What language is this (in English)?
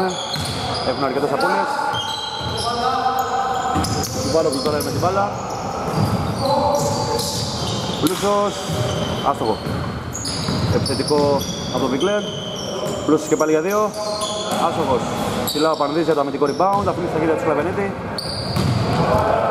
Greek